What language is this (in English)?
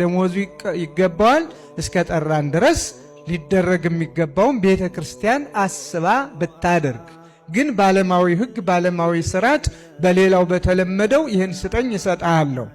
Amharic